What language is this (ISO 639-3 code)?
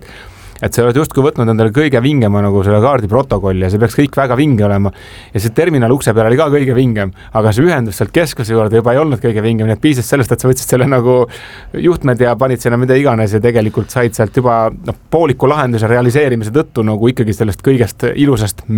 est